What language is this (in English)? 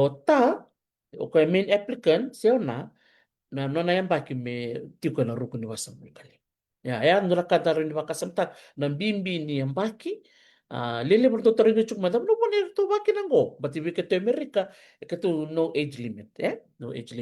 Fijian